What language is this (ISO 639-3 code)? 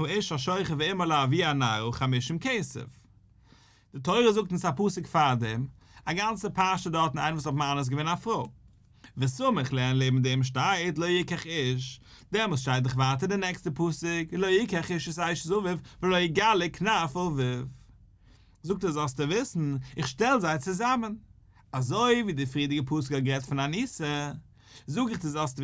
yid